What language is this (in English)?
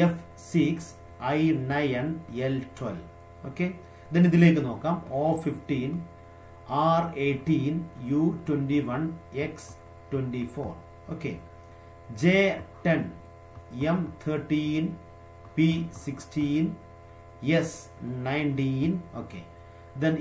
Malayalam